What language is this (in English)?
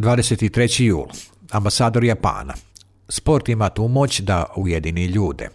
Serbian